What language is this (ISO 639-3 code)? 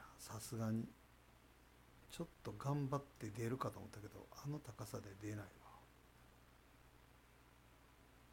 jpn